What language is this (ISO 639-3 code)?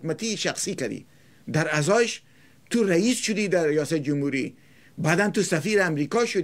fas